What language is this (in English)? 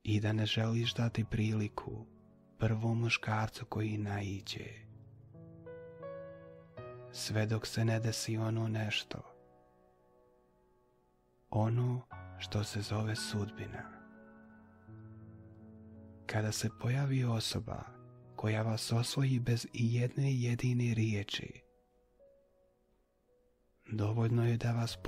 Bosnian